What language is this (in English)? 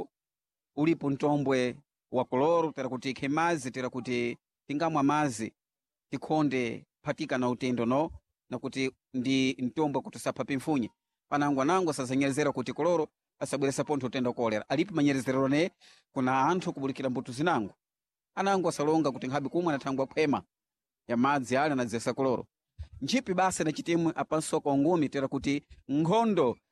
Sena